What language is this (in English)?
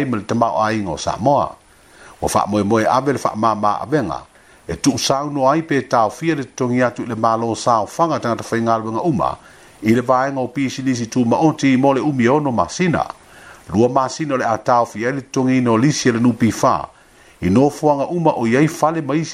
Samoan